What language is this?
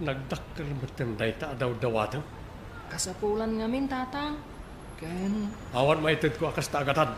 Iloko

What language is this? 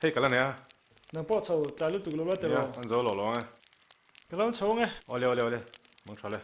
Mizo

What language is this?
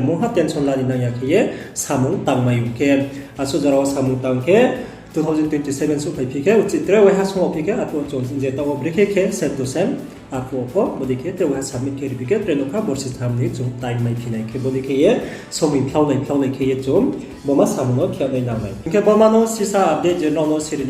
Riang (India)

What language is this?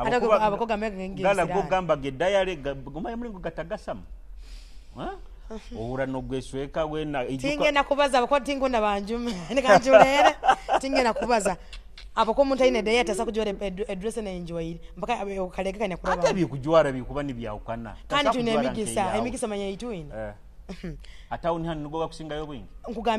Nyoro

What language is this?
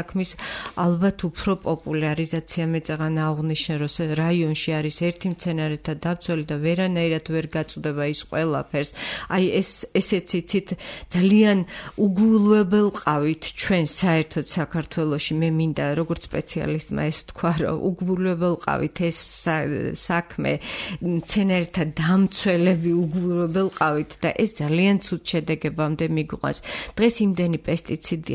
Georgian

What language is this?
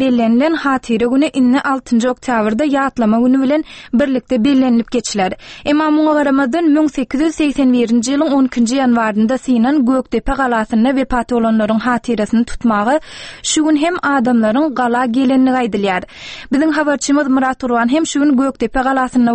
Turkmen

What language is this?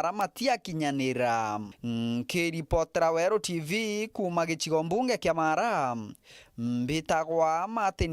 Meru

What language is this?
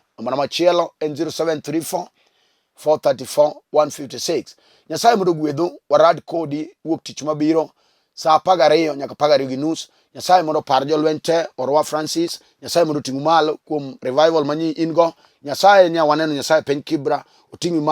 Luo (Kenya and Tanzania)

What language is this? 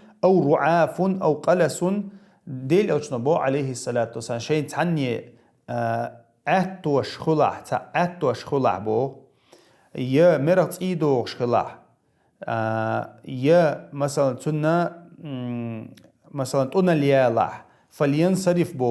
Chechen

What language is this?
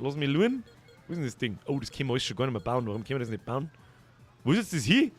Bavarian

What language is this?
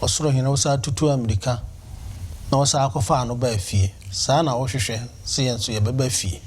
Akan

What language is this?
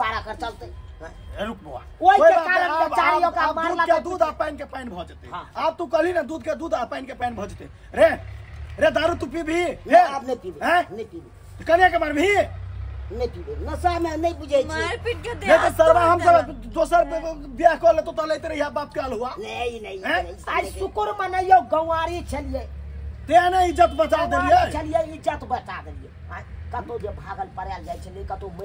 Maithili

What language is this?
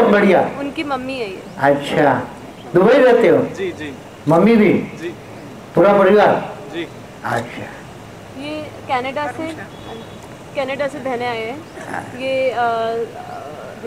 Hindi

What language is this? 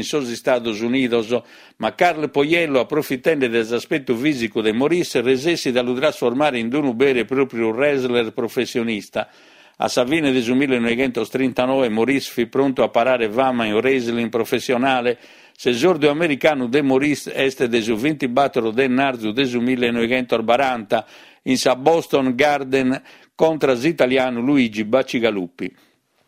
Sardinian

